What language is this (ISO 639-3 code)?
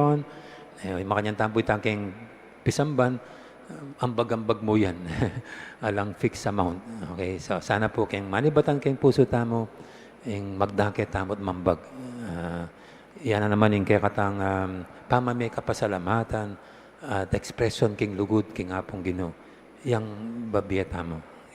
pam